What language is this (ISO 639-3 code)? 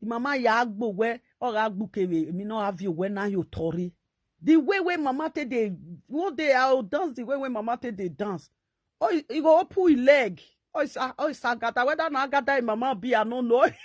pcm